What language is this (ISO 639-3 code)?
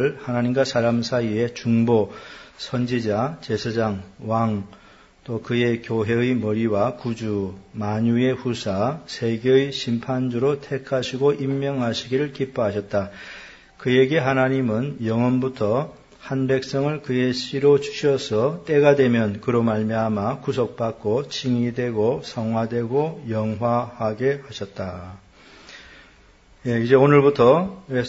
kor